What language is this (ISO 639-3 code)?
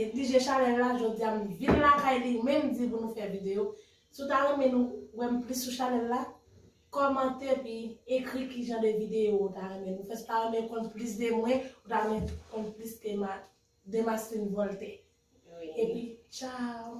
hat